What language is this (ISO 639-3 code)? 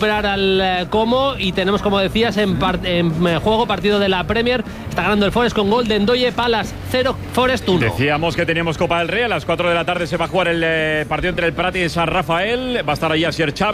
spa